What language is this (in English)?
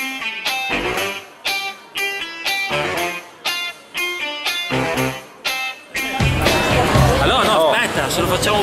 Italian